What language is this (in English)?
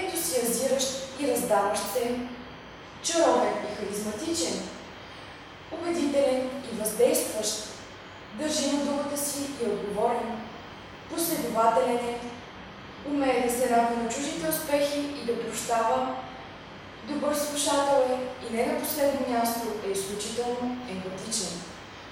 Bulgarian